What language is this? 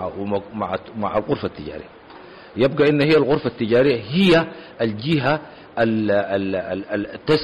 Sudanese Arabic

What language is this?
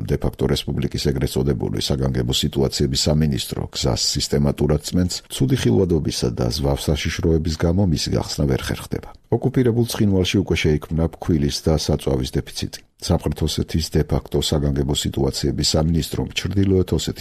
Georgian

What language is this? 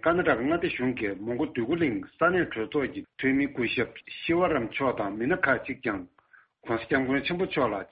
Tibetan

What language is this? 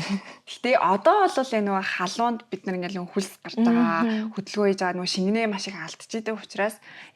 Mongolian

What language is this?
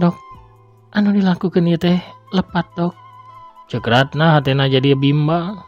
Sundanese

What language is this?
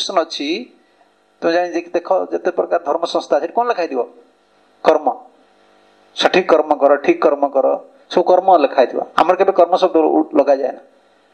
Odia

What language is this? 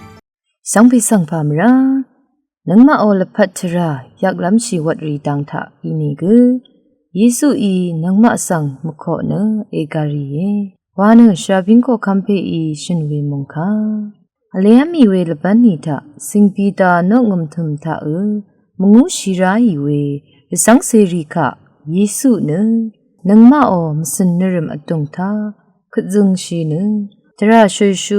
Rawang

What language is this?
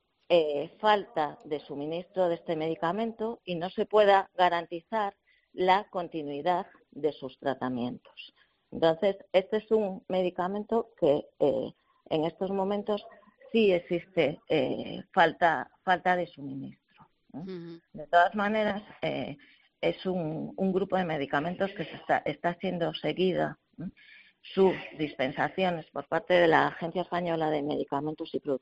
Spanish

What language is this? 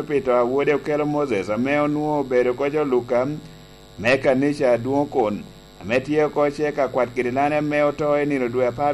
Lango (Uganda)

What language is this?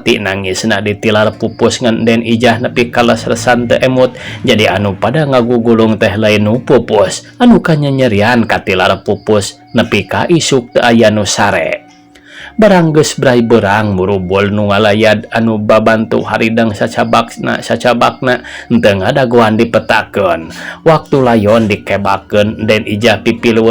Sundanese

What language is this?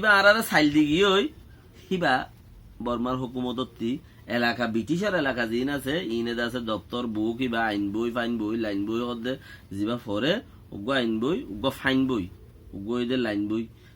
Rohingya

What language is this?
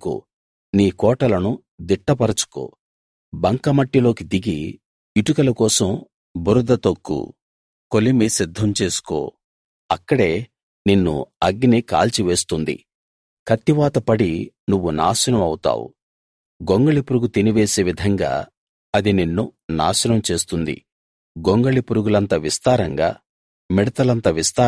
Telugu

